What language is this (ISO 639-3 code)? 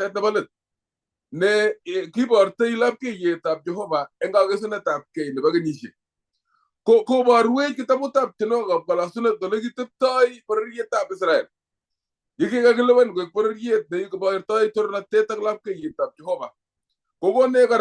kln